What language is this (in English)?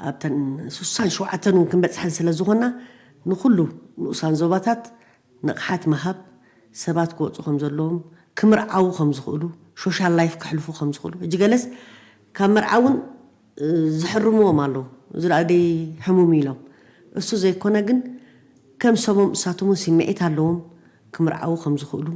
Tigrinya